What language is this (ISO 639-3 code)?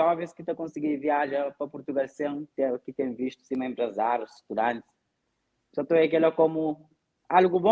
kea